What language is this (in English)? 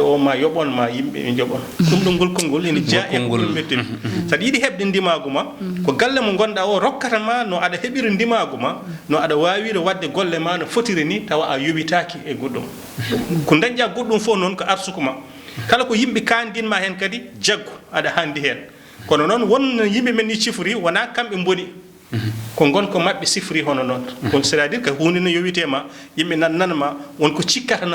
Fula